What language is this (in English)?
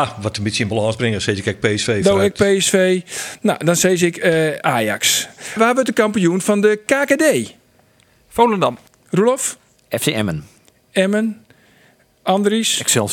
Western Frisian